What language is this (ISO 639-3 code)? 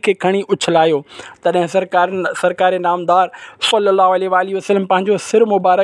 snd